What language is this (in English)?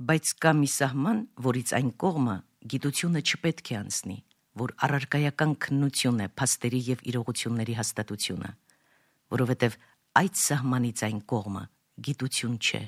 Armenian